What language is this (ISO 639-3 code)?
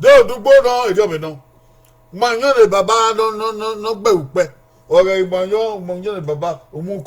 bin